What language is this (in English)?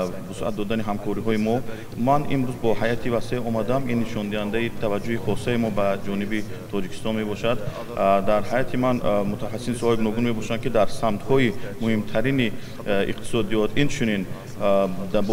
Tajik